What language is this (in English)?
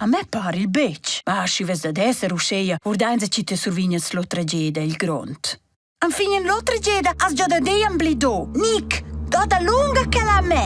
Romansh